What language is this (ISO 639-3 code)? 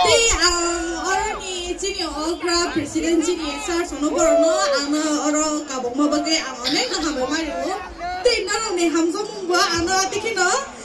trp